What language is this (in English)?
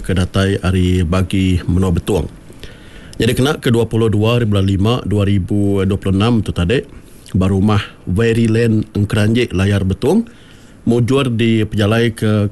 Iban